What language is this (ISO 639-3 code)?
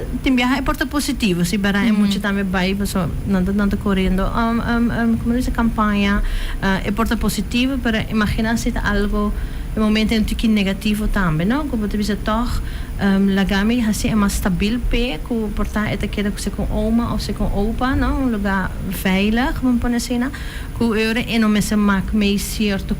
pap